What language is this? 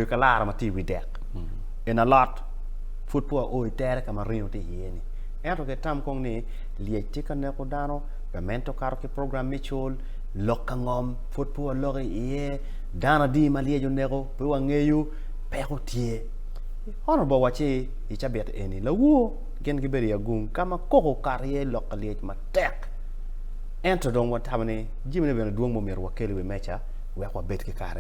Acoli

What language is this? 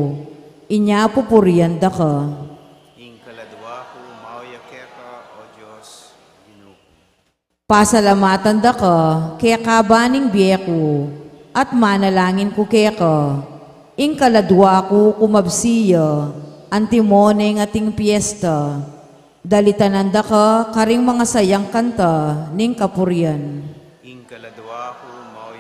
Pampanga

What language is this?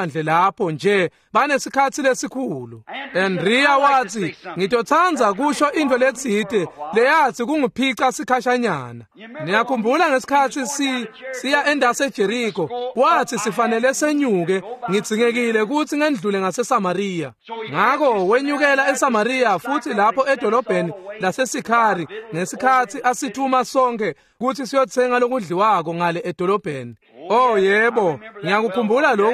Swati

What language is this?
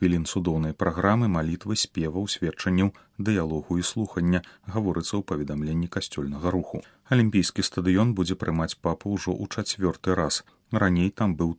Belarusian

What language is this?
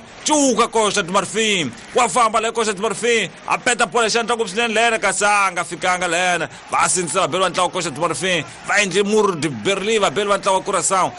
Tsonga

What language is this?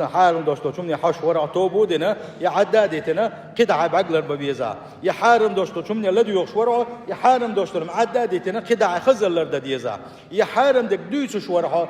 Chechen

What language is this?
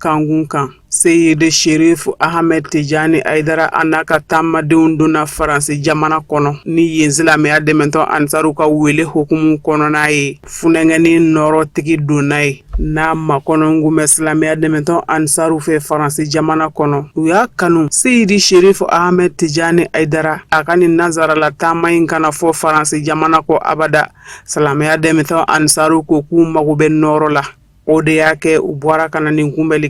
Bambara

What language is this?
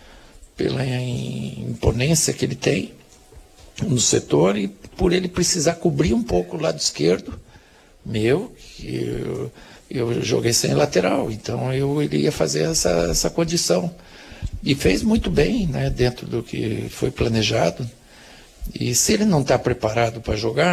Portuguese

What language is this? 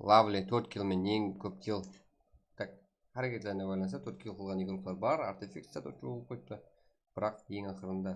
Kara-Kalpak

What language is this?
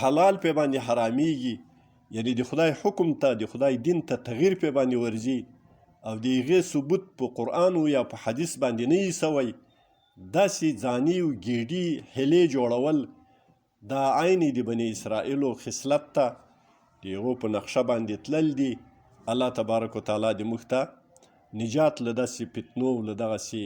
Pashto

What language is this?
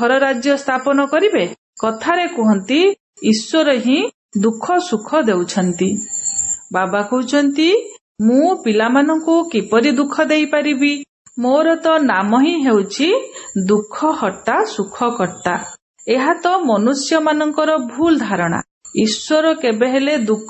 Odia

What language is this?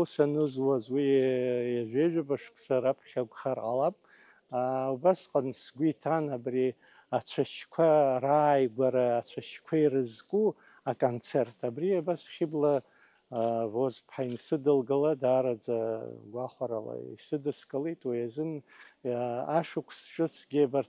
Abkhazian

